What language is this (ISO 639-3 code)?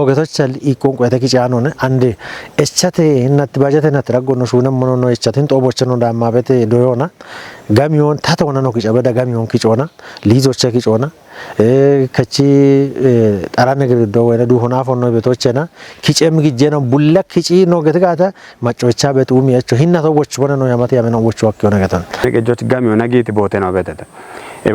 kbr